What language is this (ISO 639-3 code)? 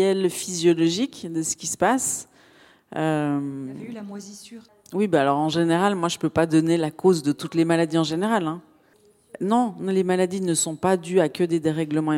fra